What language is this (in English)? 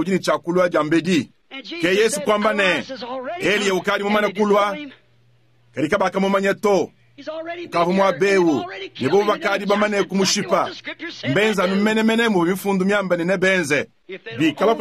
Luba-Lulua